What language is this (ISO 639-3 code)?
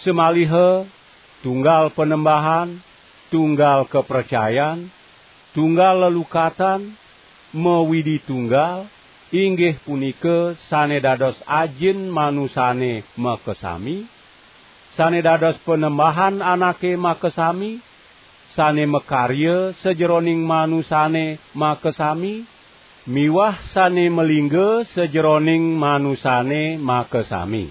ban